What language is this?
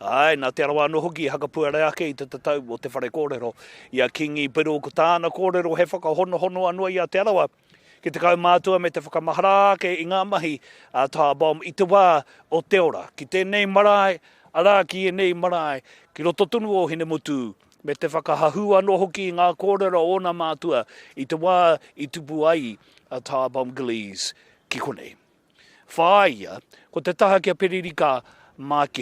Māori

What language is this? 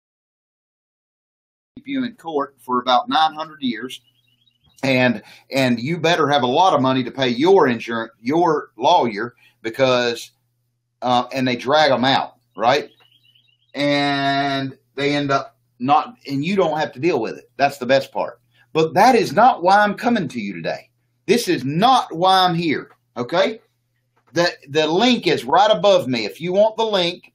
English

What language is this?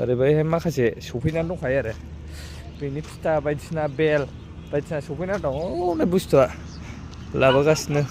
Bodo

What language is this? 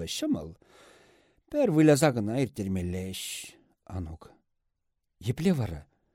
Chuvash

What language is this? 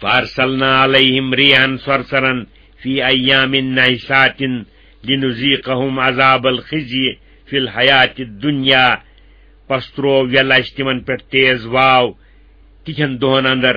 Kashmiri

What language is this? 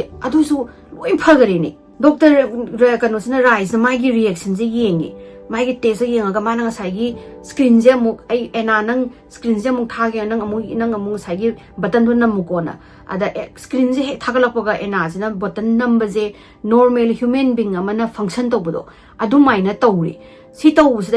Manipuri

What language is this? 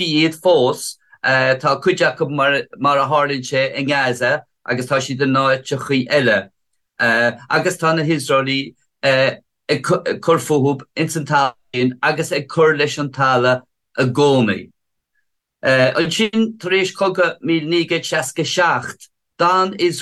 Irish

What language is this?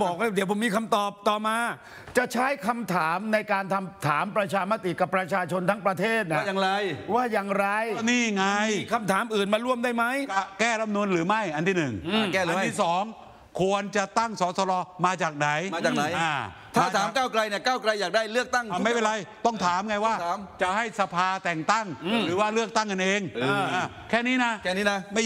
Thai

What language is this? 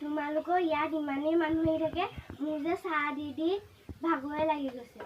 Assamese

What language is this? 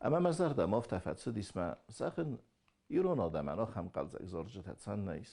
Ossetic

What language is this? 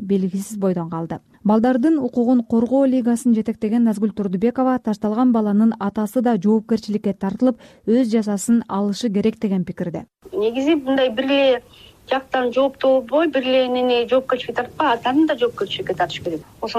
Kyrgyz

